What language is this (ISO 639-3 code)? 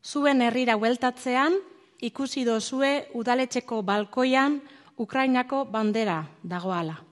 eus